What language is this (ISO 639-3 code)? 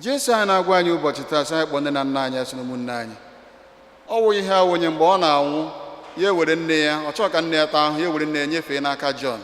ibo